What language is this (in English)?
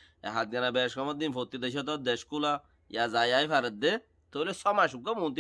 Rohingya